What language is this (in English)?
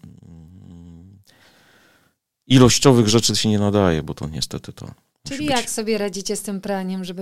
Polish